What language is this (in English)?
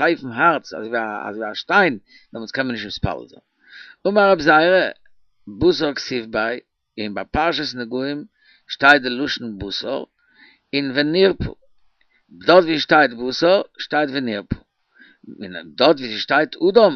Yiddish